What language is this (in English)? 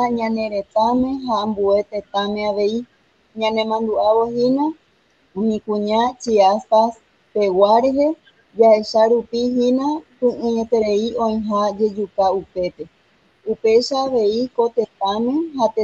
Guarani